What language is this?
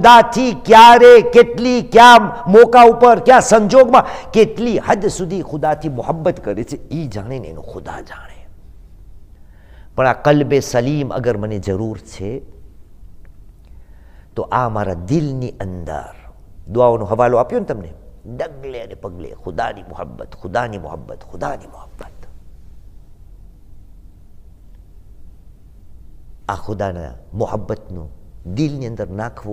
Gujarati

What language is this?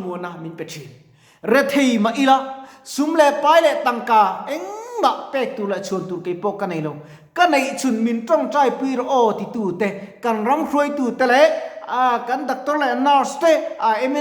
Mizo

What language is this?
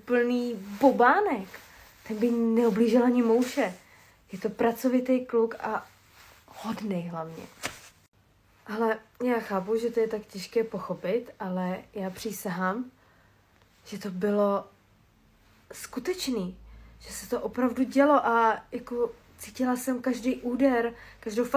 Czech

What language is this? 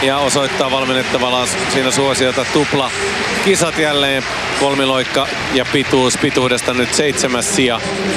Finnish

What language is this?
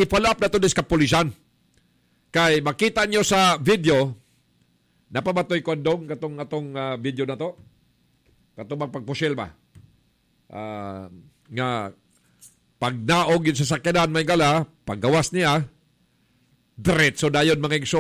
Cebuano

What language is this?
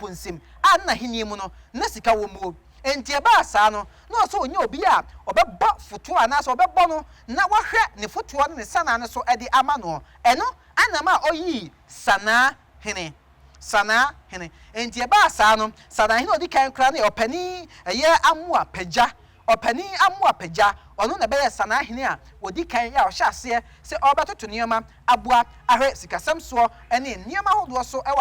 Akan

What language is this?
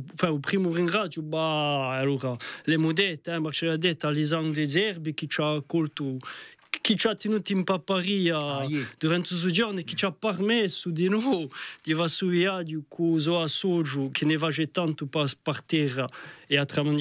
Corsican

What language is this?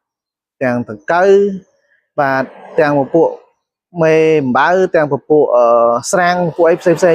Khmer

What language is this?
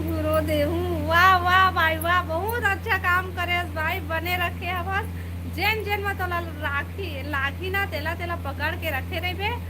Chhattisgarhi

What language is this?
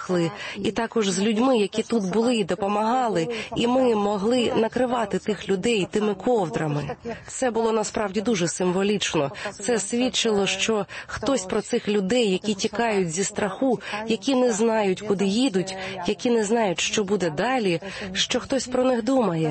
Ukrainian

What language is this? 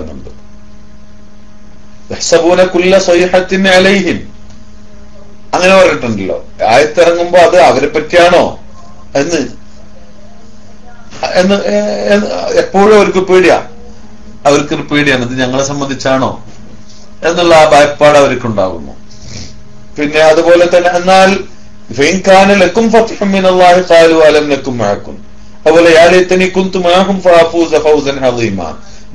Malayalam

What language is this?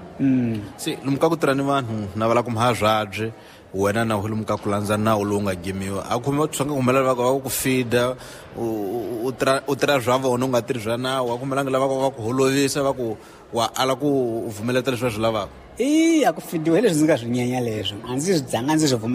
Tsonga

